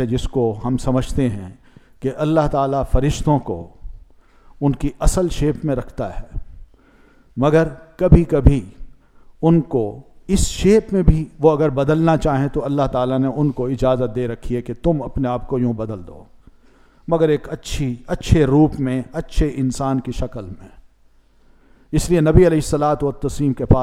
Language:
Urdu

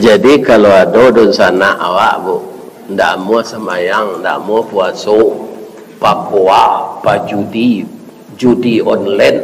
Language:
Minangkabau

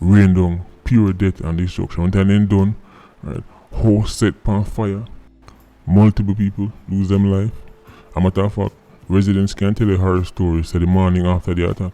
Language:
Jamaican Creole English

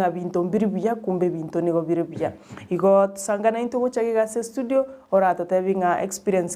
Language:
Gusii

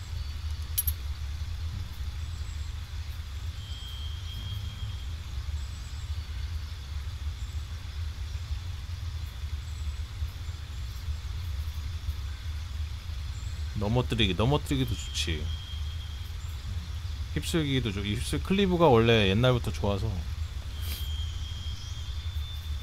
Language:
Korean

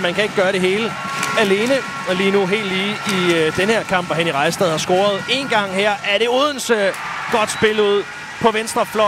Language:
Danish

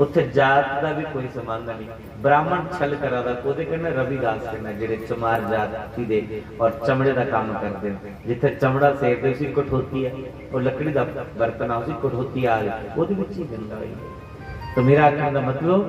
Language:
Dogri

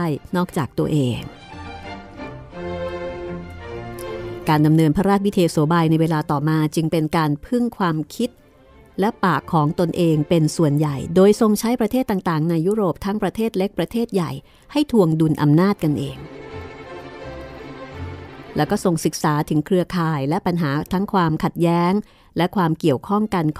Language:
Thai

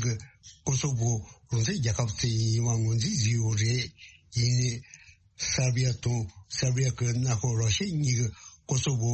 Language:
Tibetan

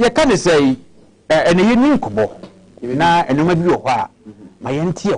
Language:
Akan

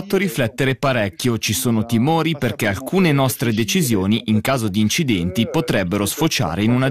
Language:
Italian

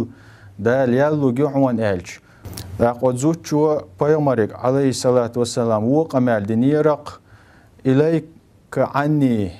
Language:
Chechen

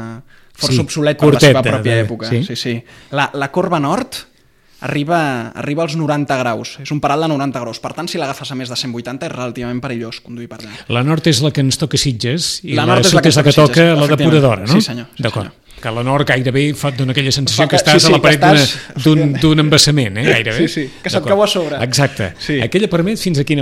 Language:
Catalan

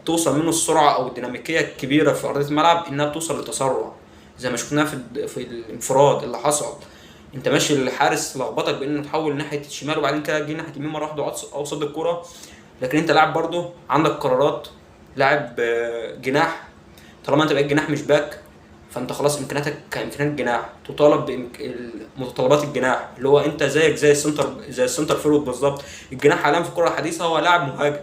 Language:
Egyptian Arabic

